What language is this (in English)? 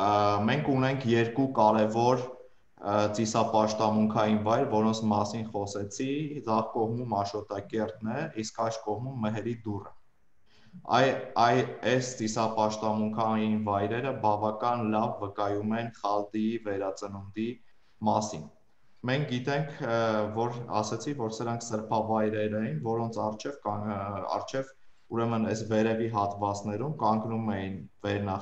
Armenian